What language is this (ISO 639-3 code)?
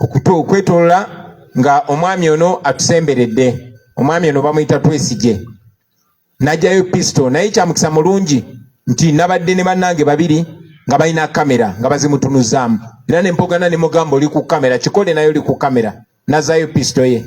lug